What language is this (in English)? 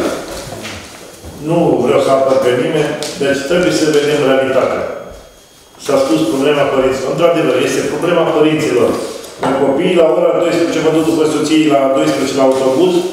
Romanian